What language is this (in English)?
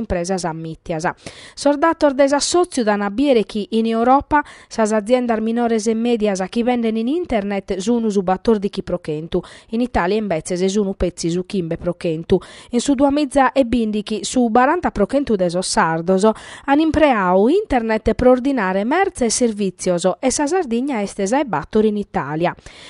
Sardinian